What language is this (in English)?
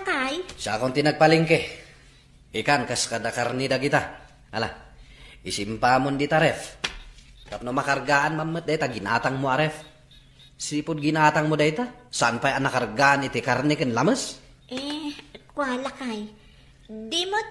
Iloko